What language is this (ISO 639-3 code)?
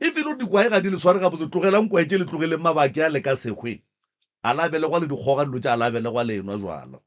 nso